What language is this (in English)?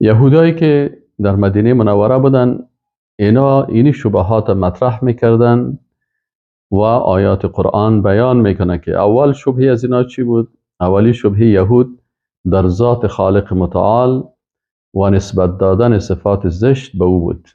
Persian